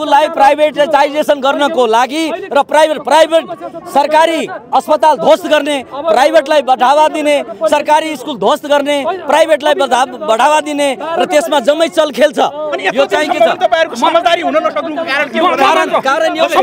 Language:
Nepali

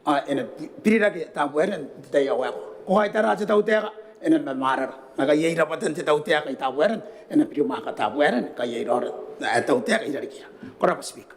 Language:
Gilbertese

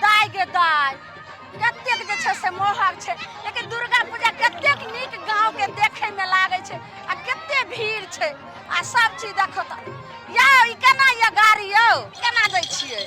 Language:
Maithili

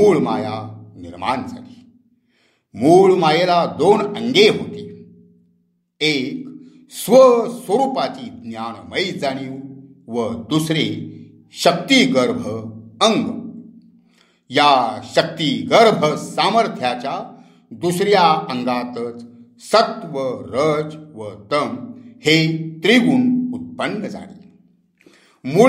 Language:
Marathi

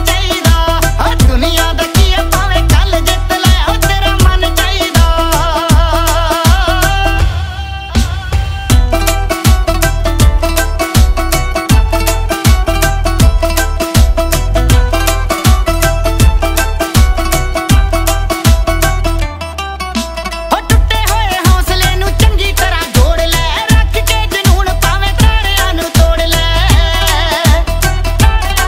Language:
Punjabi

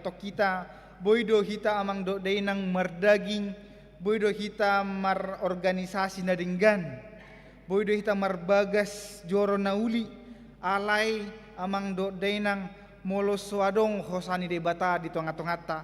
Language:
Batak Toba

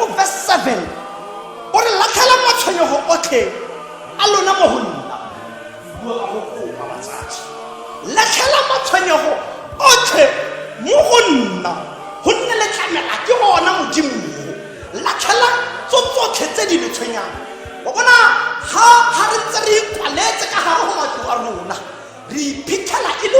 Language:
Tswana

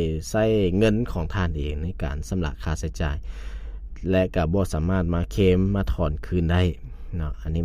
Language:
Lao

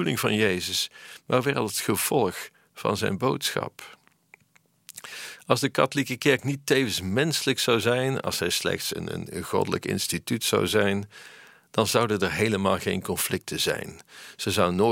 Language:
Dutch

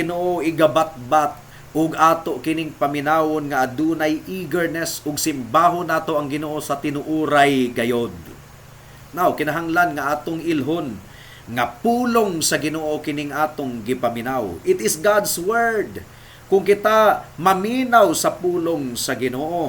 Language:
Cebuano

